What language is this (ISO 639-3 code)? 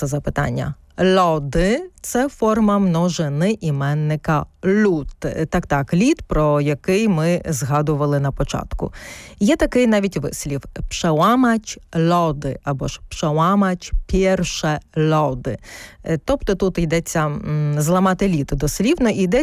ukr